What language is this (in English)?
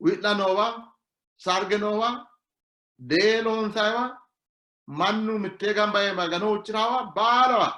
Sidamo